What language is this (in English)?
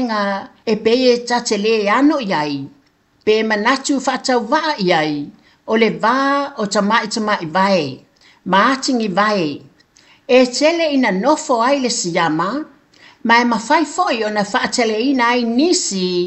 Samoan